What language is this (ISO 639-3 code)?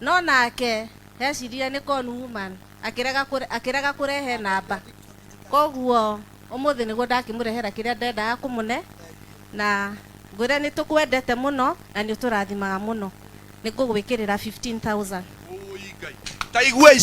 kik